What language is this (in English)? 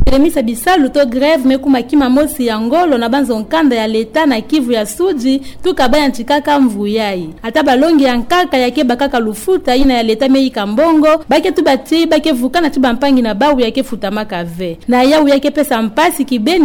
Kituba (Democratic Republic of Congo)